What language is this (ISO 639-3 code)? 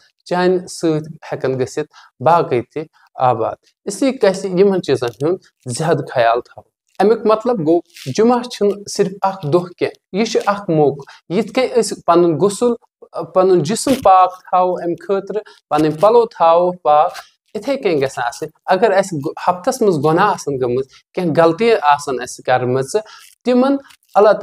kas